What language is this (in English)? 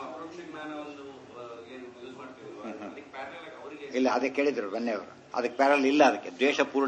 Kannada